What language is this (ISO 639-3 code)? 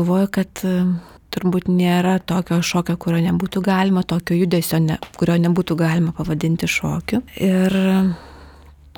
lit